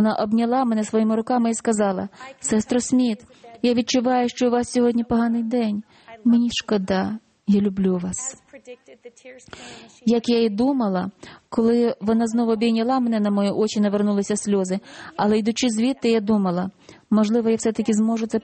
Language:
Ukrainian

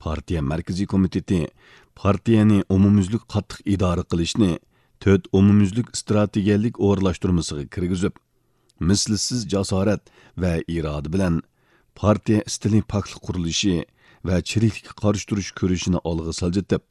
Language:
Uyghur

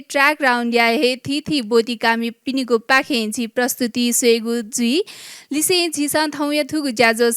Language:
Newari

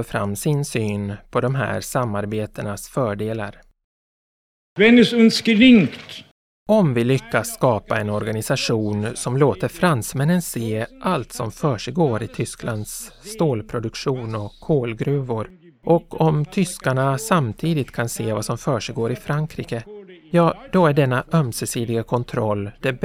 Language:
Swedish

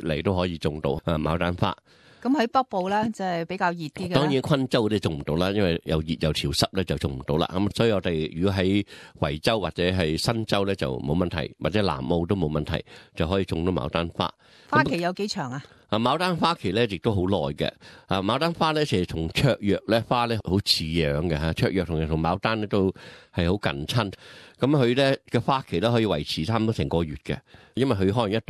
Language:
Cantonese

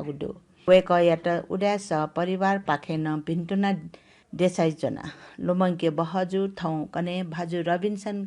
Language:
Newari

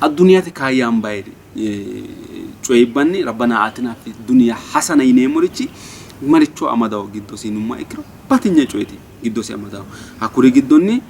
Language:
Sidamo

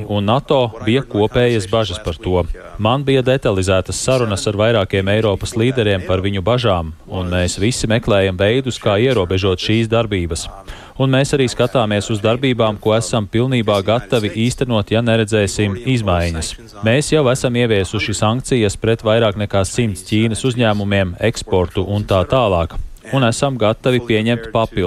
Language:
Latvian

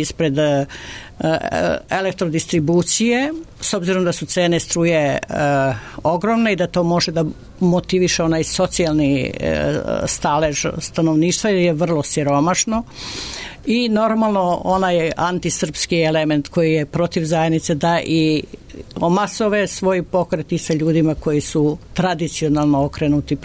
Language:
Serbian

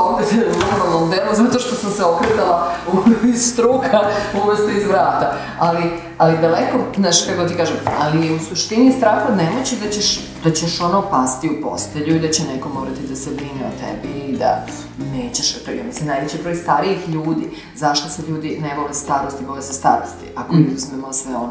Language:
Serbian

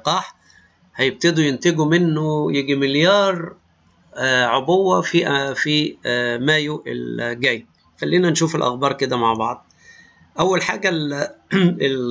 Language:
Egyptian Arabic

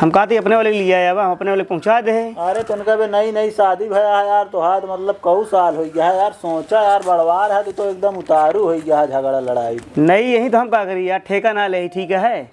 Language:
Awadhi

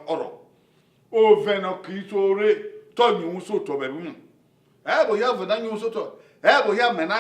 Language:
Bini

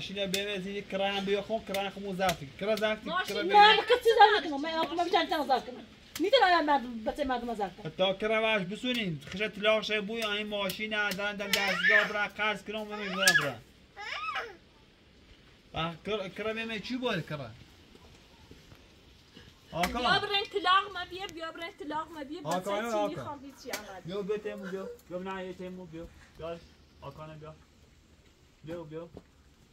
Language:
Persian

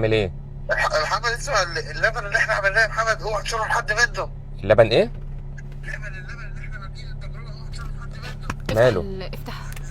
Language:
Egyptian Arabic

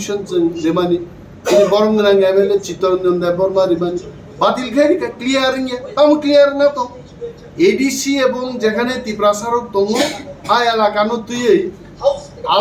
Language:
Kok Borok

